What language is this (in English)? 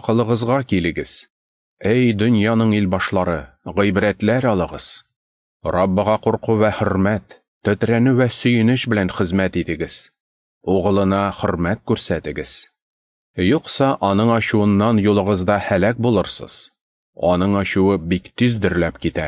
Tatar